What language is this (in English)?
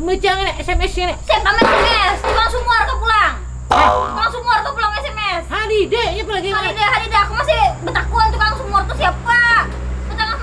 Banjar